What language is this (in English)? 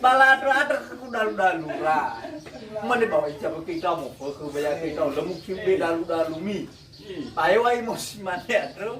Nias